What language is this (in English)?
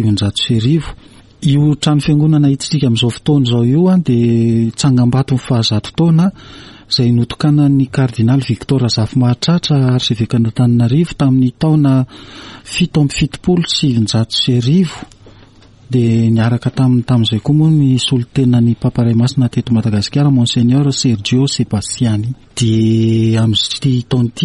Malagasy